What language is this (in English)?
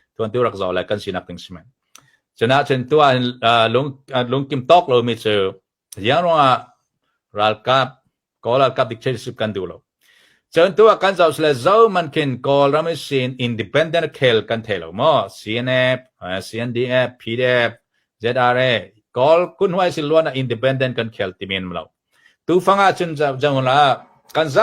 Hakha Chin